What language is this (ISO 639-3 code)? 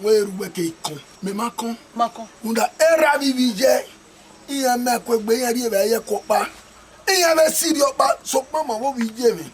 bin